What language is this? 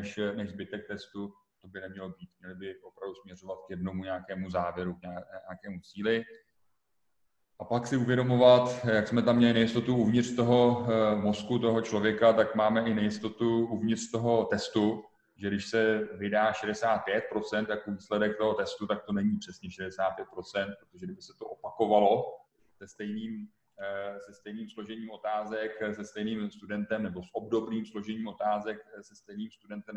Czech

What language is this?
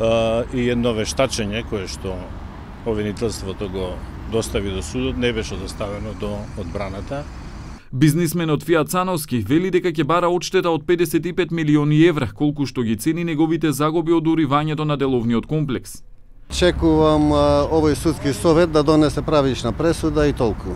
Macedonian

